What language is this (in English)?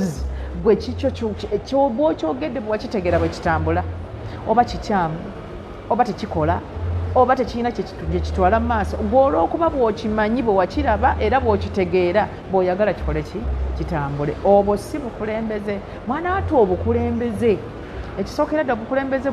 Ganda